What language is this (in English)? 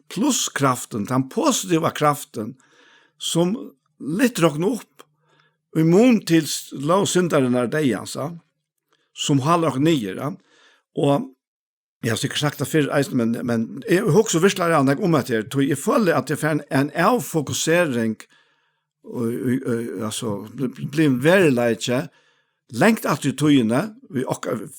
Faroese